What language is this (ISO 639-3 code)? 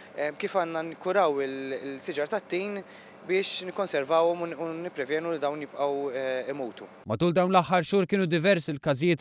mlt